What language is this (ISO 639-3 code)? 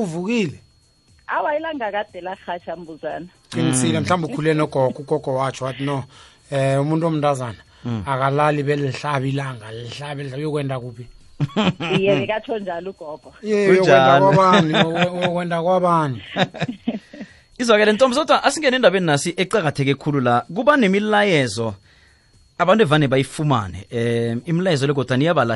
nbl